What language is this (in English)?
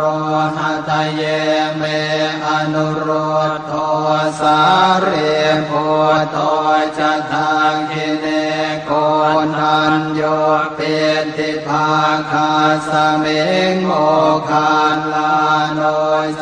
Pali